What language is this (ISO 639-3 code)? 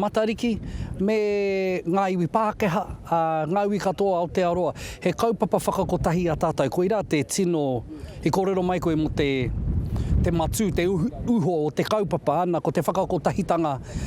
mri